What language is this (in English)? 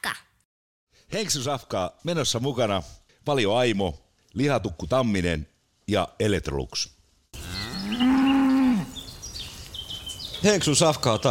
Finnish